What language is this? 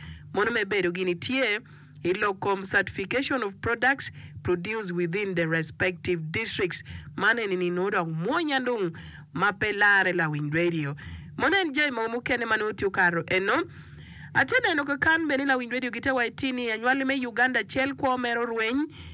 Acoli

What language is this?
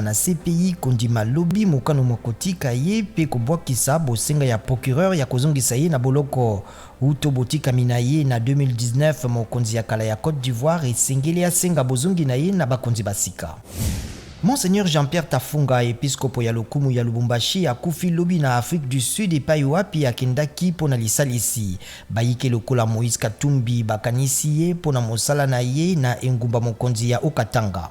Lingala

